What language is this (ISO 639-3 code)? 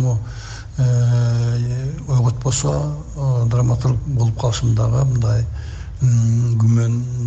kir